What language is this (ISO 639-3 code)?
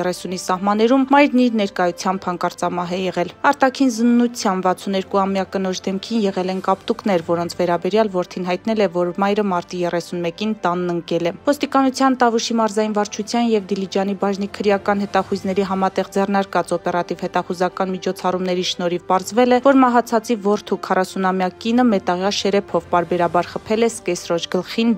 hye